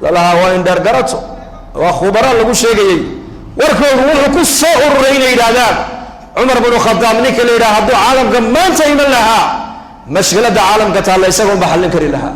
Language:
Somali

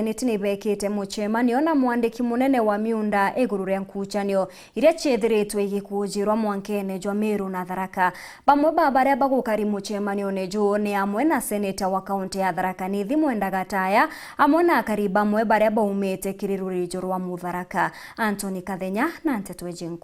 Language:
Meru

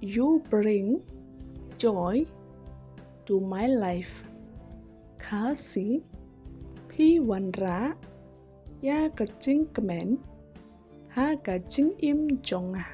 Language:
Khasi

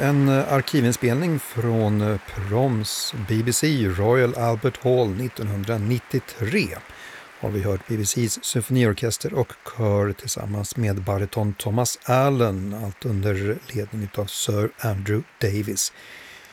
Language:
Swedish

